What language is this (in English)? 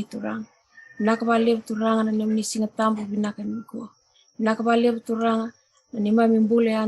Fijian